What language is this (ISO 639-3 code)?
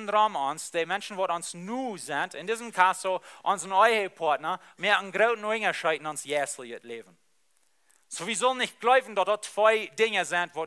pdt